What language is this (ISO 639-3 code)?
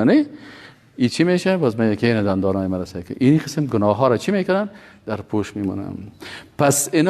fas